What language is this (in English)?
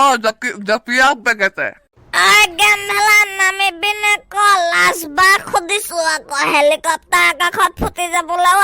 Assamese